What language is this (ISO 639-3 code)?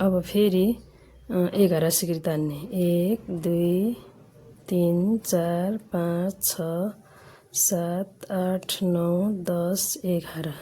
nep